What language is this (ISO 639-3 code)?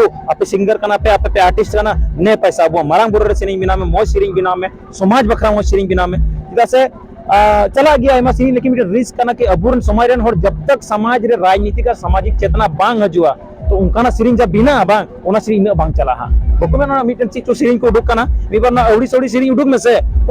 sat